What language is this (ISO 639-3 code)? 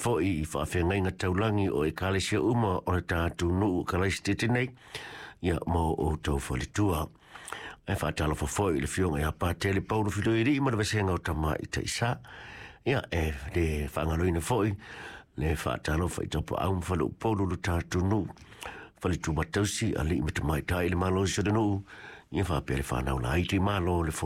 smo